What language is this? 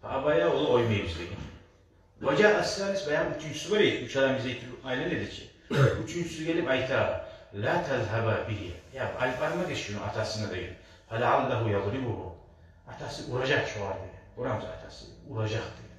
Kumyk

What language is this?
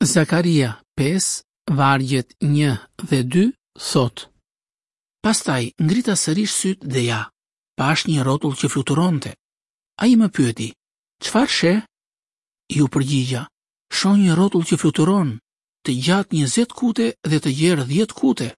Albanian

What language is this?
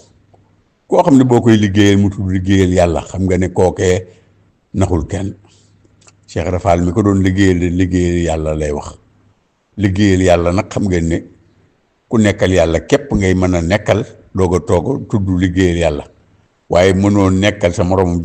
Wolof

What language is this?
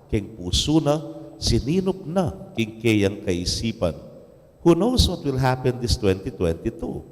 Pampanga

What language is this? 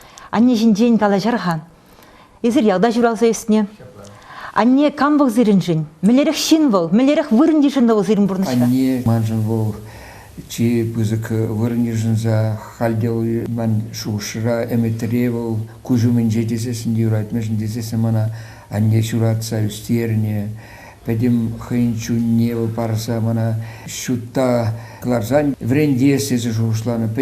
Chuvash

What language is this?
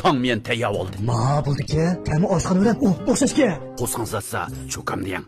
Uyghur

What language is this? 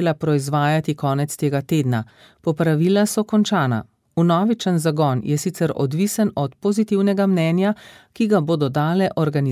Slovenian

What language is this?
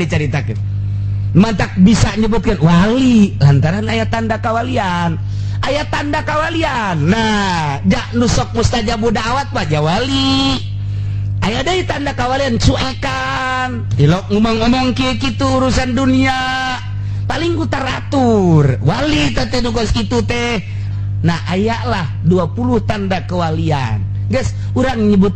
Sundanese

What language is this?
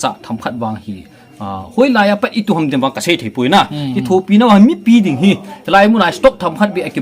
Paite Chin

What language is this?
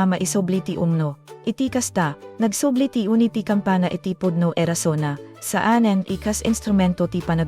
Iloko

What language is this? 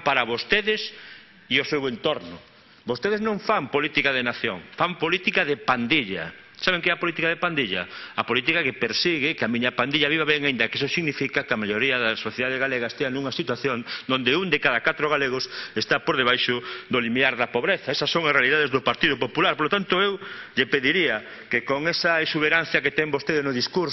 Galician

